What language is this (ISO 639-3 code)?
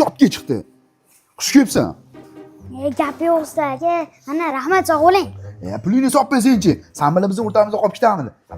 uzb